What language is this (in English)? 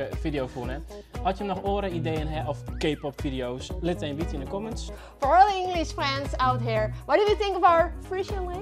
Western Frisian